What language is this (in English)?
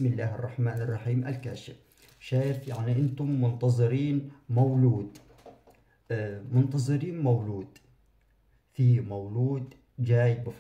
Egyptian Arabic